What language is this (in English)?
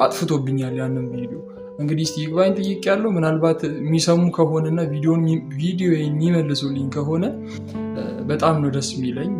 Amharic